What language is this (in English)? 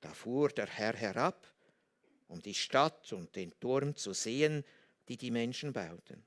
Swiss German